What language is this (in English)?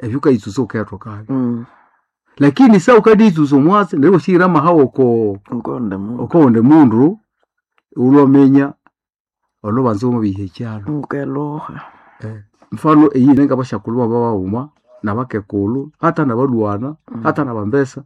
Nande